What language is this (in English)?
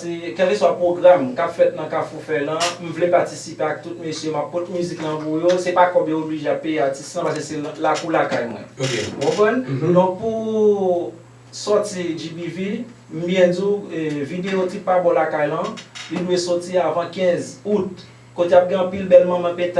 Haitian Creole